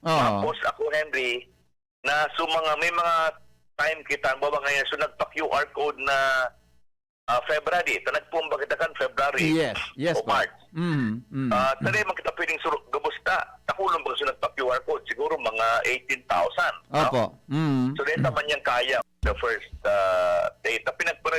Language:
Bikol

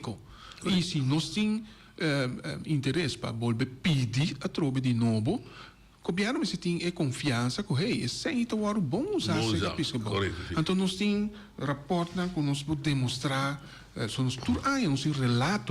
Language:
Papiamento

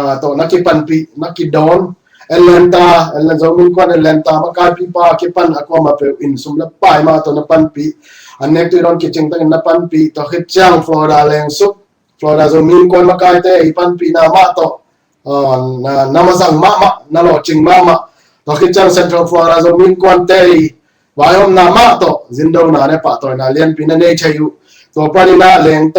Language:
Tedim Chin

